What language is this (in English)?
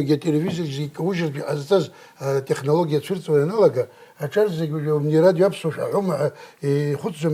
Abkhazian